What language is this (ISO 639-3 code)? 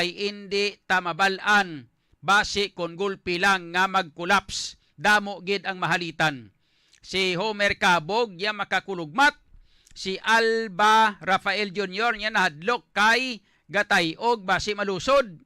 hil